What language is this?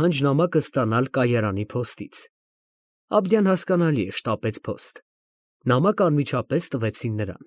Armenian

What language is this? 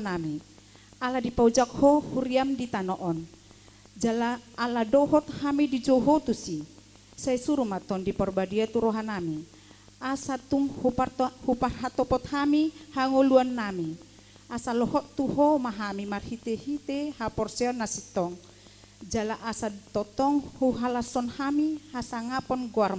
Batak Toba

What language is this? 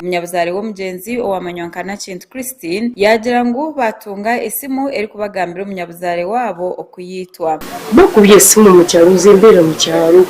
Nyankole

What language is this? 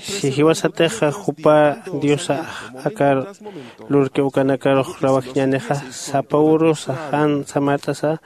Aymara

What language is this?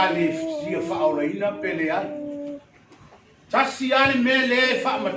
Samoan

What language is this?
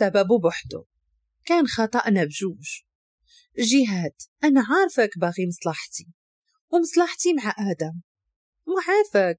Moroccan Arabic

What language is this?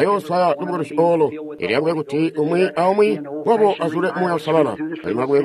Tonga (Zambia)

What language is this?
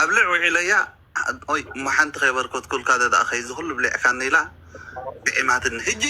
Tigrinya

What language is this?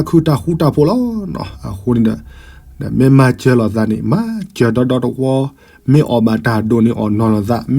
S'gaw Karen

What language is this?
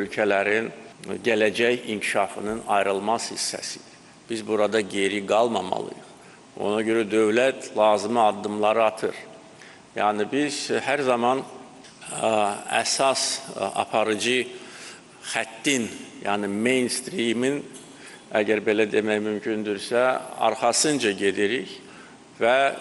Azerbaijani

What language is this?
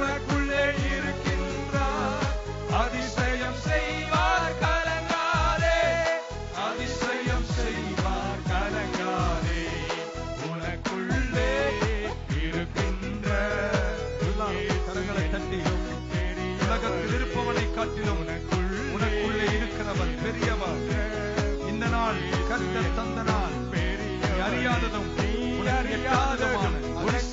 Tamil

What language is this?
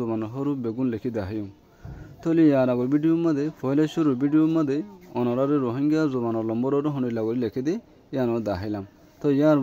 Rohingya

